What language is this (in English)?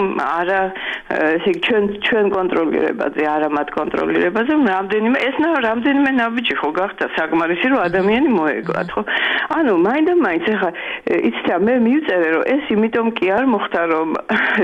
Georgian